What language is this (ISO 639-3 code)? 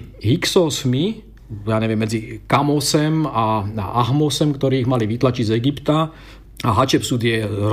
slk